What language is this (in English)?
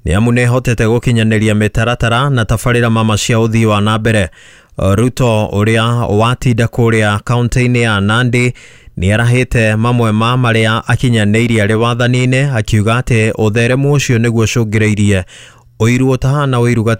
Kikuyu